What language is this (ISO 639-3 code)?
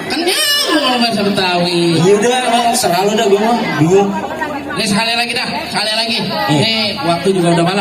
bew